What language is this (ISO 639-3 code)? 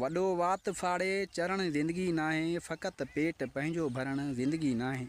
snd